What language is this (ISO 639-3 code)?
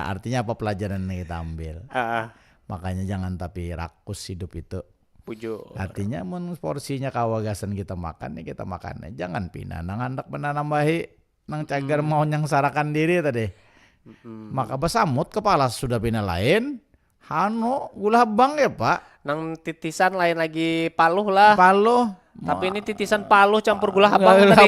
bjn